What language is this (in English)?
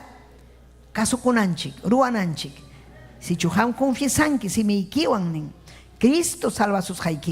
Ayacucho Quechua